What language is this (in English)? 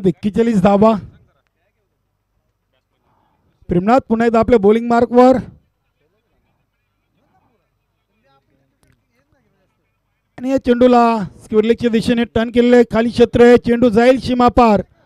Marathi